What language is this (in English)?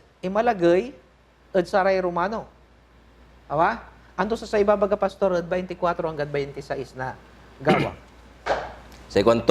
Pangasinan